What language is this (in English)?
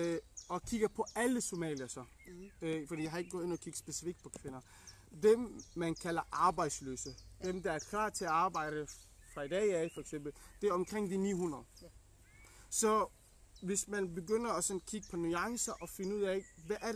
Danish